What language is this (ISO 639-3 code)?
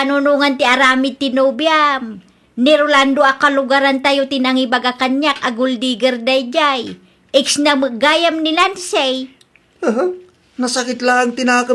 ilo